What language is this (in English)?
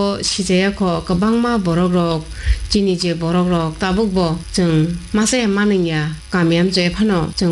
Kok Borok